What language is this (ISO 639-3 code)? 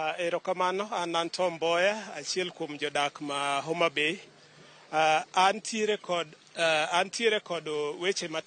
luo